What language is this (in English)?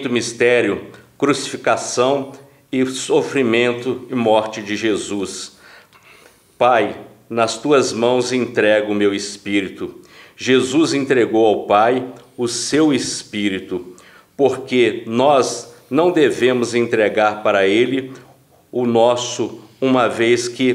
Portuguese